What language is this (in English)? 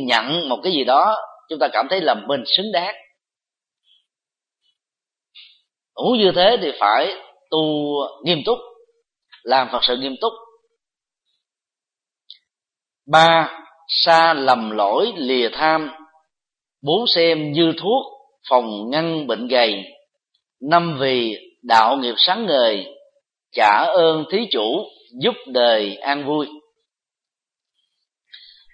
Vietnamese